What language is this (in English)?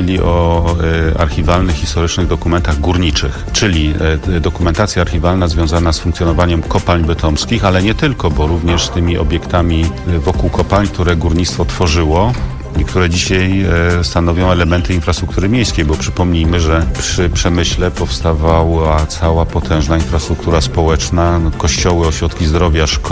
Polish